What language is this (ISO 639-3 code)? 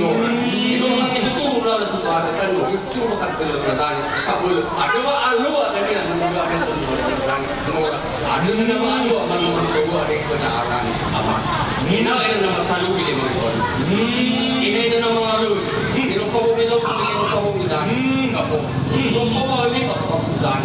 nia